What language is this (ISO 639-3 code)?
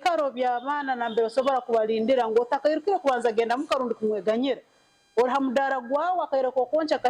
nyn